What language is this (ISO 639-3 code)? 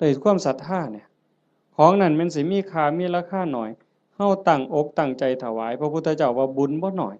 tts